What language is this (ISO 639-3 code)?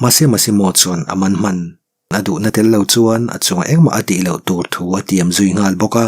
lus